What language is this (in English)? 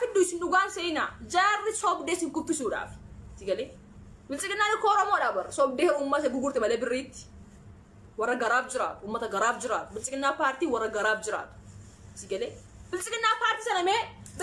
Oromo